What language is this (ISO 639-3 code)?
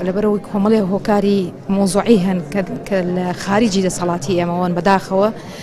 ckb